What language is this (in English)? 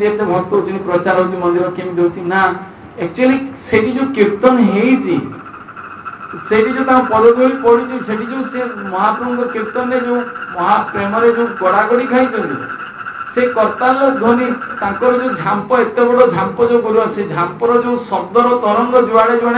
Odia